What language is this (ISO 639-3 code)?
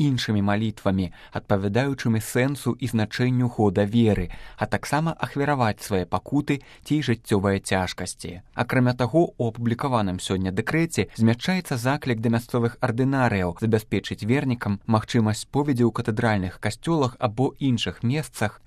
bel